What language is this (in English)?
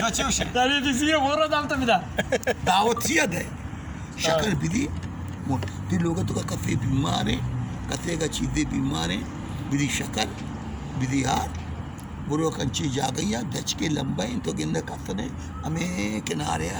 Baluchi